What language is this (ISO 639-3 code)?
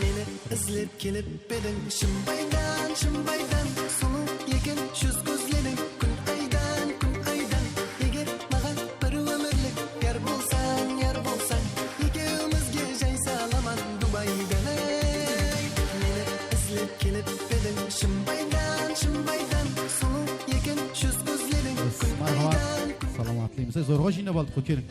kaa